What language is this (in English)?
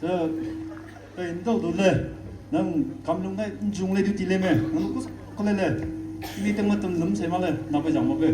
Maram Naga